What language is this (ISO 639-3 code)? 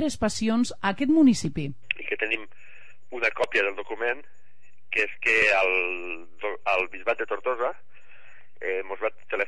cat